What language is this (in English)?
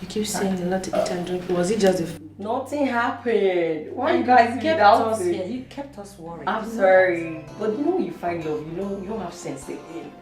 Nigerian Pidgin